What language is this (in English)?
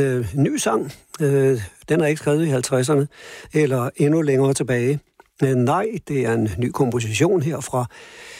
Danish